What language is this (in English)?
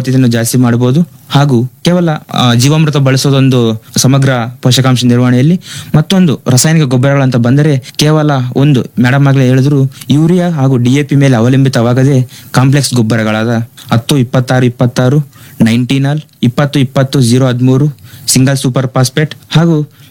Kannada